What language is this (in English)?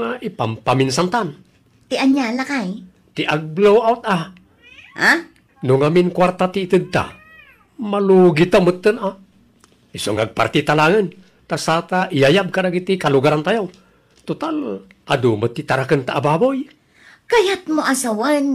Iloko